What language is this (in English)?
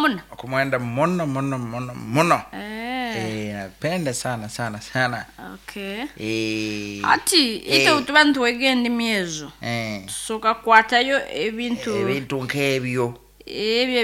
Nyoro